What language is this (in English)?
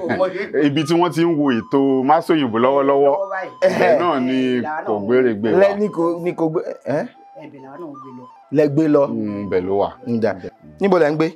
Yoruba